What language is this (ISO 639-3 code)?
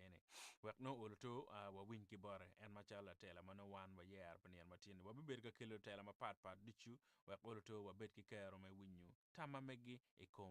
ach